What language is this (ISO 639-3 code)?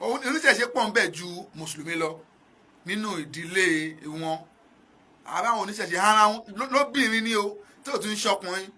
yor